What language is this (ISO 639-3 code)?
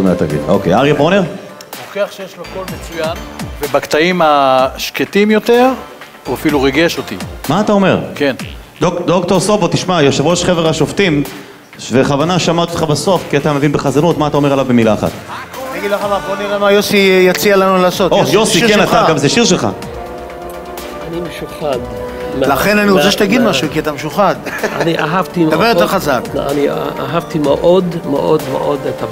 heb